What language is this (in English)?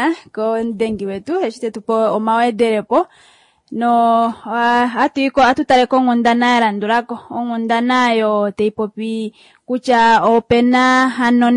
Kuanyama